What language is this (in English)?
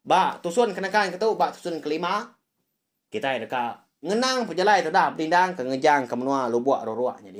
Iban